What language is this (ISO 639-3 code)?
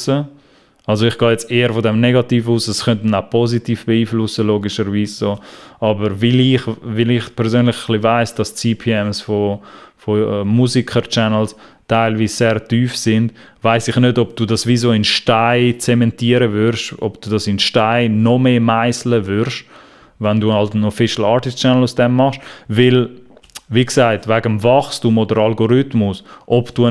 gsw